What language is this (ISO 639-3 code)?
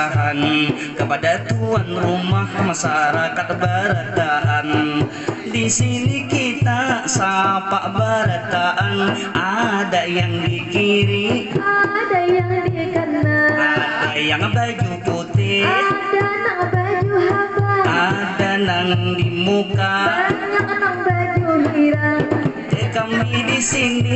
bjn